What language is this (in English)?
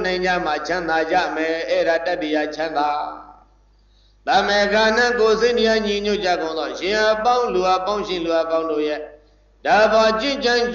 Burmese